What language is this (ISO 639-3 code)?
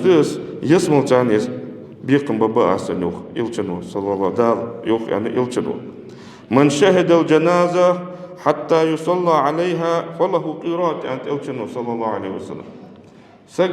inh